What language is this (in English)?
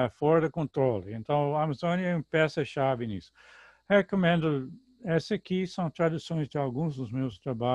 Portuguese